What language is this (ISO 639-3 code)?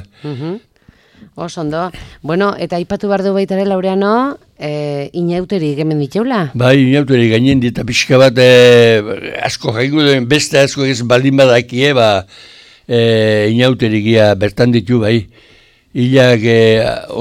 eus